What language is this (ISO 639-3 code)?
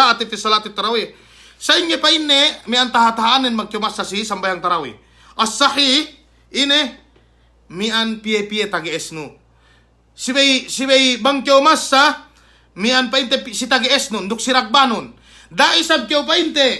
yka